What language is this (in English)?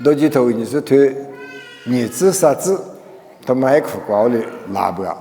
Lisu